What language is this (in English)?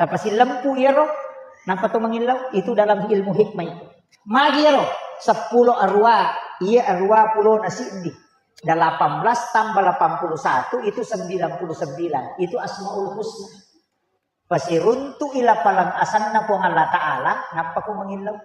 Buginese